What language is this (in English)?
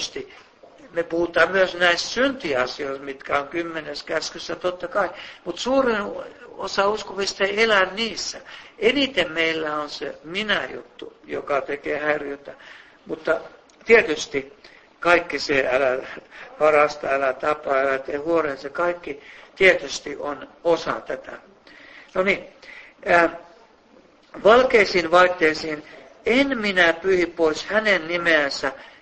Finnish